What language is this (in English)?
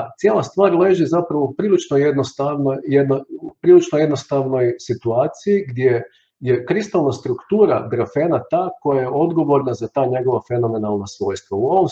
Croatian